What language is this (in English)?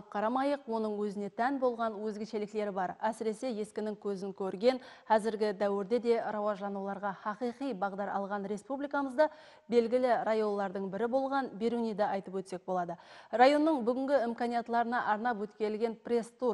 Kara-Kalpak